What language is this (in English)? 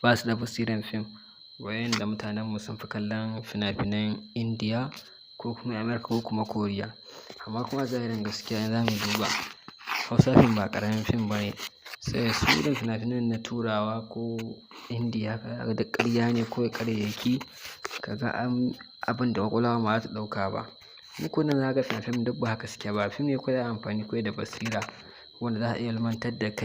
Hausa